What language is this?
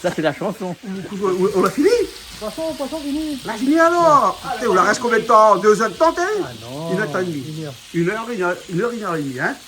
Réunion Creole French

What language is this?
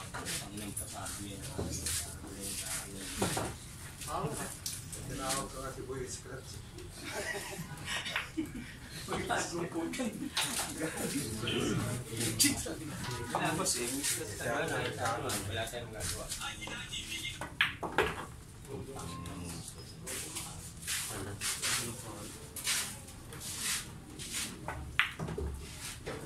Filipino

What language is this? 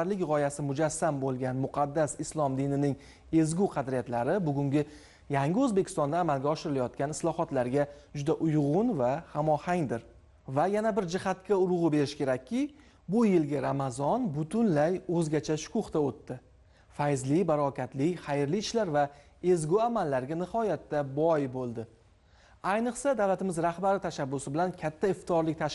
Uzbek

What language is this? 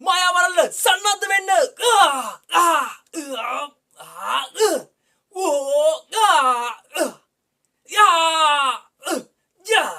Sinhala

